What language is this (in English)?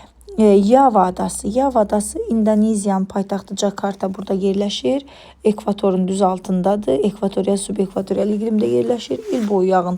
Azerbaijani